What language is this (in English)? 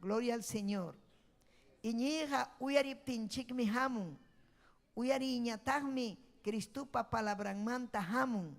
Ayacucho Quechua